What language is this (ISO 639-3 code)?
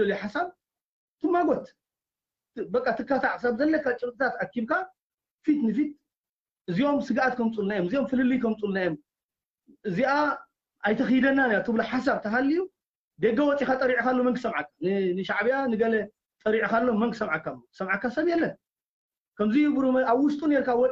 tir